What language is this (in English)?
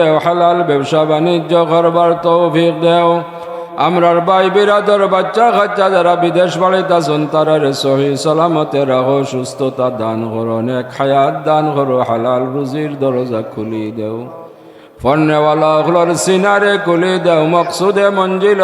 Sylheti